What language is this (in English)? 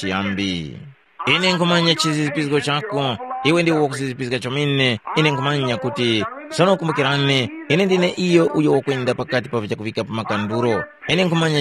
Tumbuka